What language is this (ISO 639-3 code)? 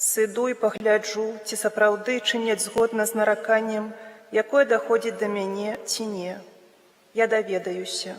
bel